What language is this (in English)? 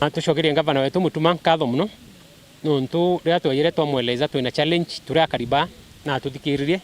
Meru